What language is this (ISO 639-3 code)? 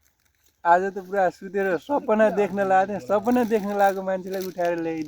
nep